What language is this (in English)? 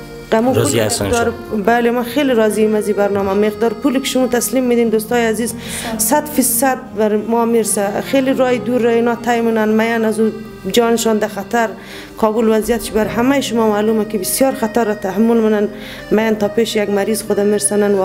Persian